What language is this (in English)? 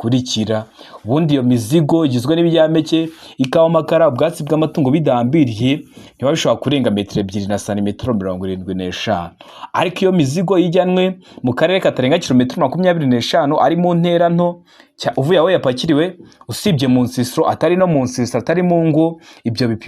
Kinyarwanda